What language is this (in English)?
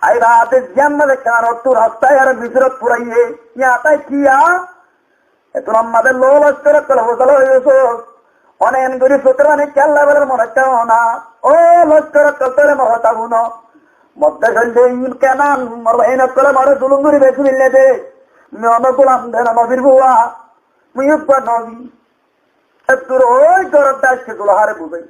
Rohingya